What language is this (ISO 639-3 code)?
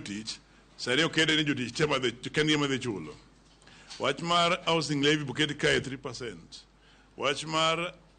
luo